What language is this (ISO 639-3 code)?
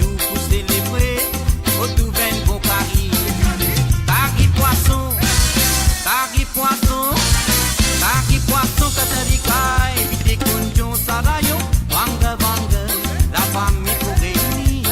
mfe